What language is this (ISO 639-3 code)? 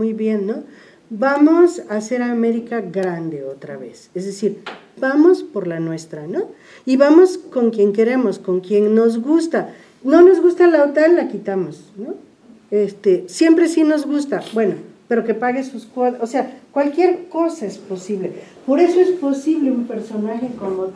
spa